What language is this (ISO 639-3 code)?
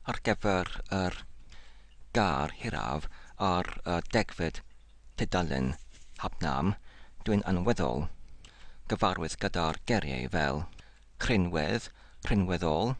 cym